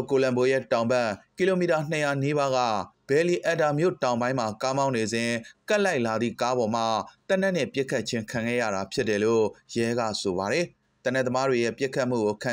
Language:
Burmese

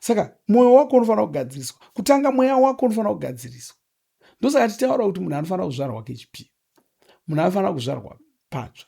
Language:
Shona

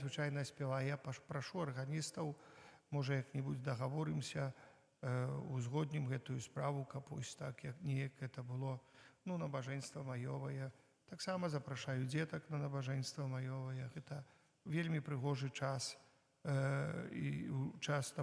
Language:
Belarusian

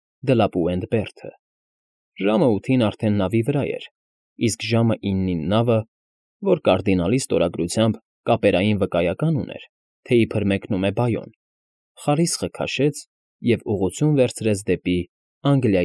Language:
Armenian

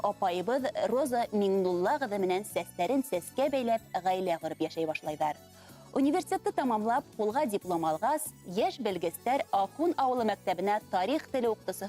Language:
Bashkir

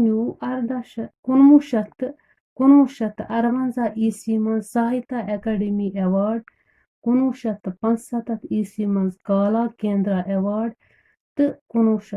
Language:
Kashmiri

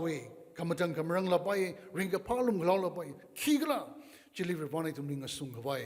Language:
Tangkhul Naga (India)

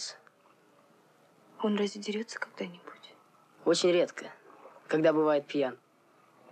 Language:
Russian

